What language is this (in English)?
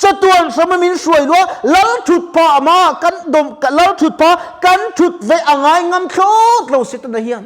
Mizo